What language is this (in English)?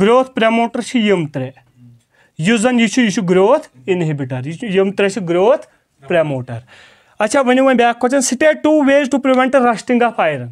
Kashmiri